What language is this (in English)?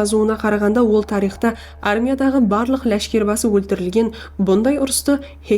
Kara-Kalpak